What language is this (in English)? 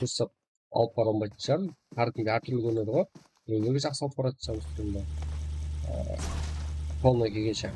Kara-Kalpak